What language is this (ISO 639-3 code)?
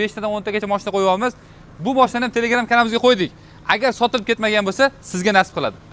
uzb